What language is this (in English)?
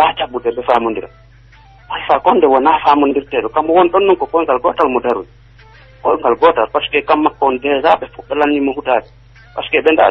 Pular